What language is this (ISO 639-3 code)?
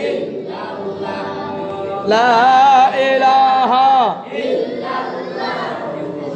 syl